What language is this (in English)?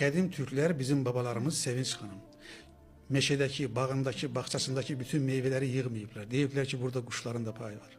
Azerbaijani